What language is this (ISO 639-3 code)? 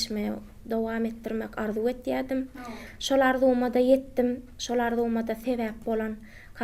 tuk